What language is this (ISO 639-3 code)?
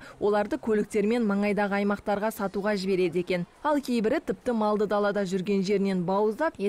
kaz